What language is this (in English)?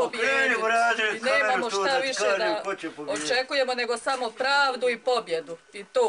Bosnian